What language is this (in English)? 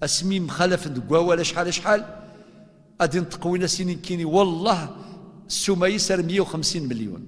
Kabyle